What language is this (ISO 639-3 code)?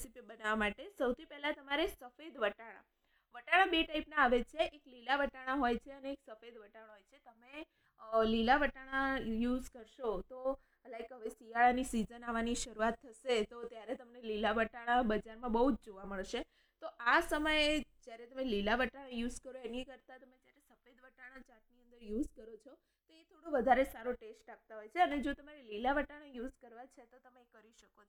guj